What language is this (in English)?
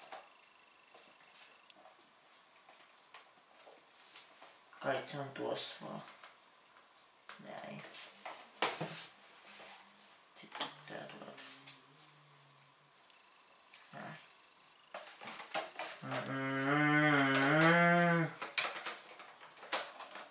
Finnish